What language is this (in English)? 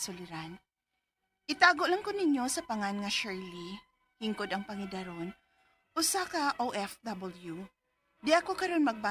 Cebuano